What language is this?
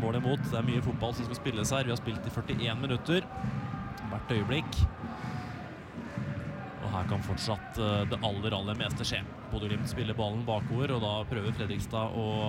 Norwegian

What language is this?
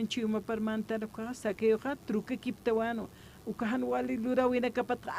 Aymara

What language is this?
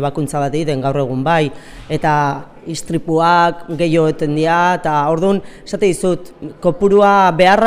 Basque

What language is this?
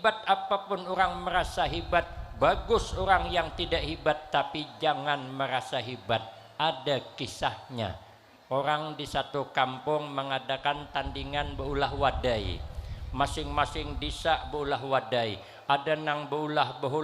Banjar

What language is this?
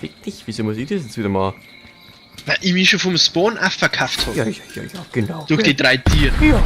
Bavarian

